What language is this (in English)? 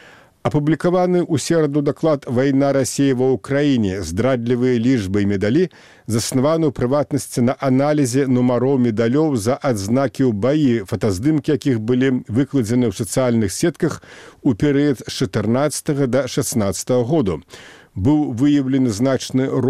Belarusian